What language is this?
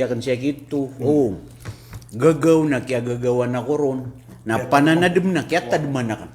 Maranao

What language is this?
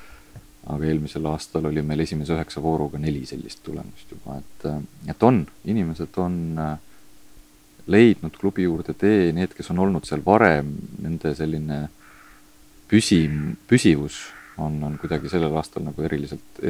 Estonian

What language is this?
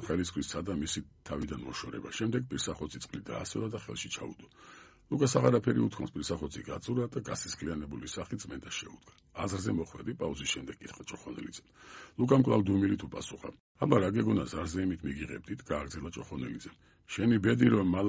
Georgian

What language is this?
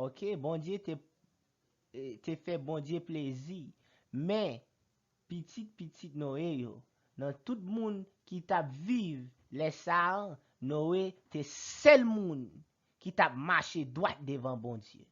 Haitian Creole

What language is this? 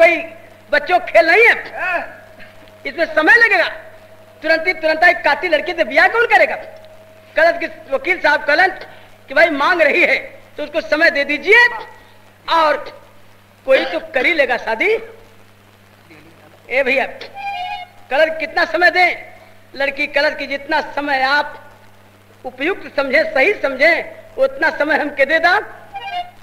Bhojpuri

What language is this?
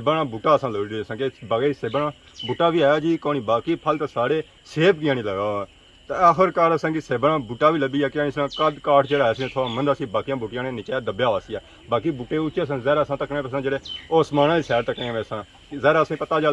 Pahari-Potwari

